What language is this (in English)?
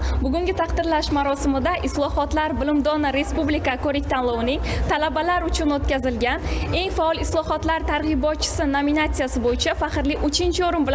Uzbek